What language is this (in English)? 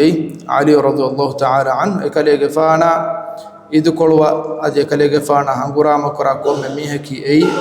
Divehi